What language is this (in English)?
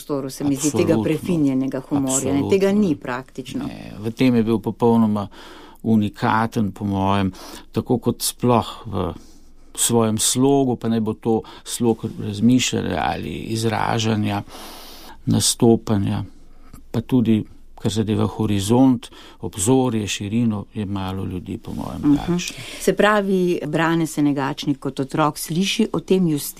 Slovenian